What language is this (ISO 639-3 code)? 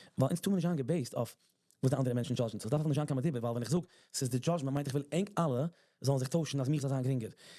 yid